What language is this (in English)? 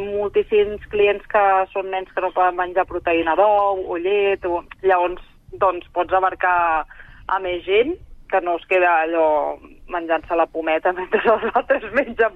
Catalan